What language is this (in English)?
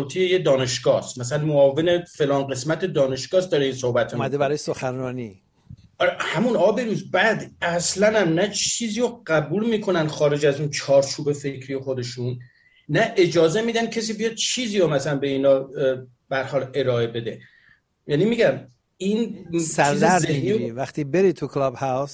Persian